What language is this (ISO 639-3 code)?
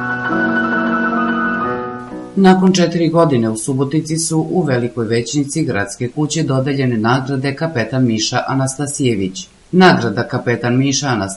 srp